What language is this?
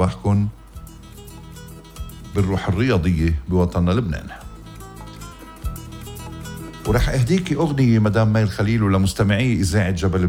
North Levantine Arabic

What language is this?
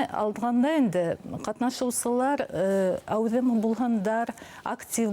Bashkir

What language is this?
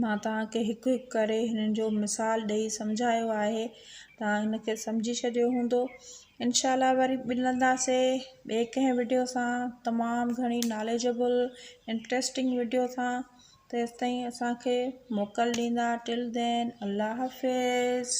Sindhi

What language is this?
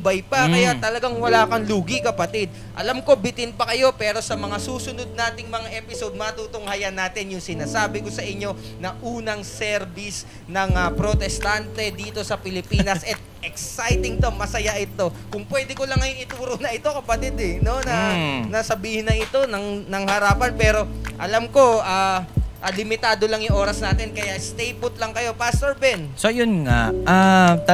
Filipino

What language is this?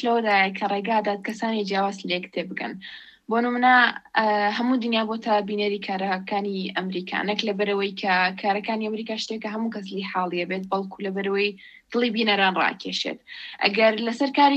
Central Kurdish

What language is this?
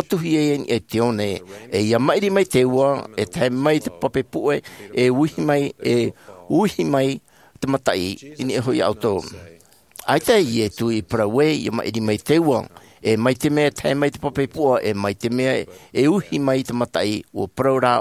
Tahitian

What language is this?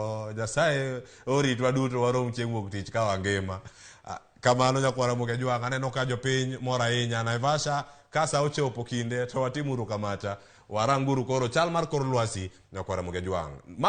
Luo (Kenya and Tanzania)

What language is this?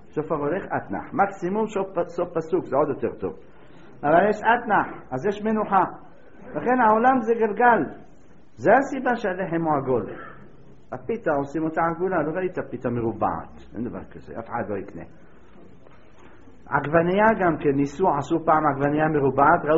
Hebrew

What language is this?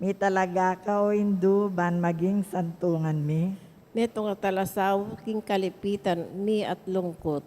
Pampanga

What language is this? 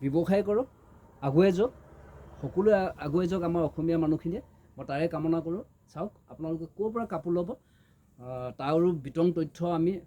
Assamese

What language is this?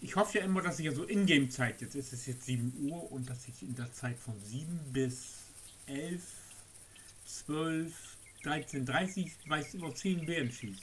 Low German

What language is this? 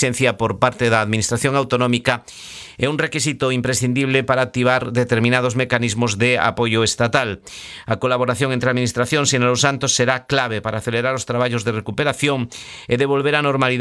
Galician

